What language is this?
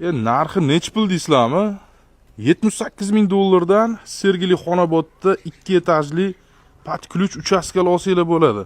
Uzbek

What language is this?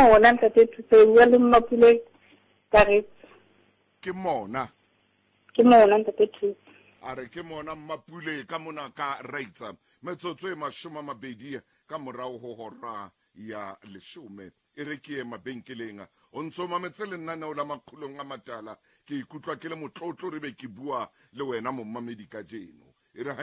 Southern Sotho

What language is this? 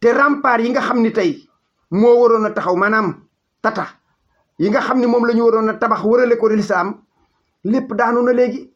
Wolof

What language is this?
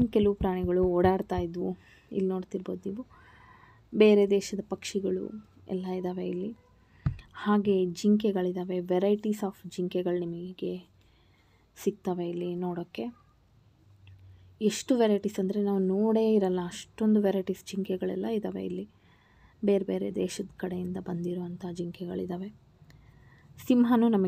Kannada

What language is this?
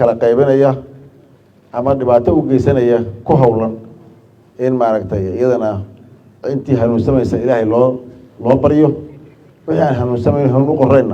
Somali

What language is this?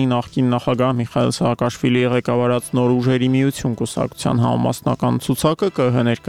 Armenian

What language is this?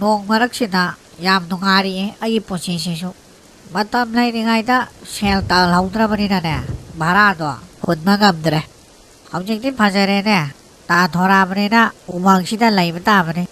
Manipuri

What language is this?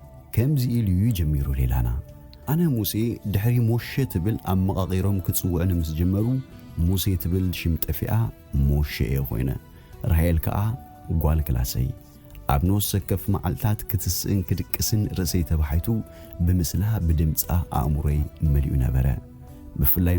Tigrinya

